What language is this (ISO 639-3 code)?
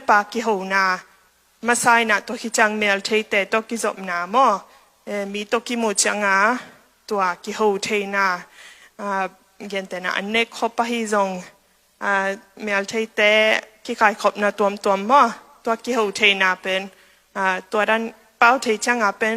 ctd